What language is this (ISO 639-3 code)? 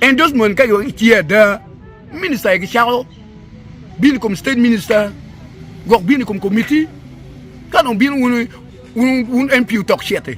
ach